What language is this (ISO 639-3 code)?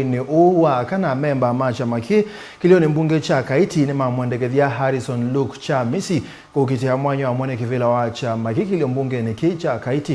kam